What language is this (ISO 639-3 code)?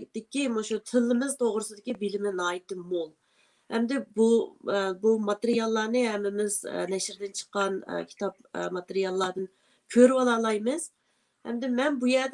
uig